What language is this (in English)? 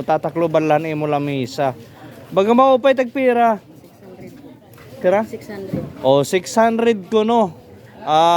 Waray